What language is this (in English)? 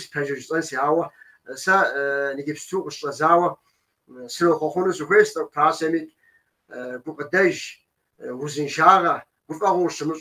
Kabardian